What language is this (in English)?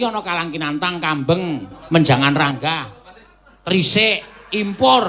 Javanese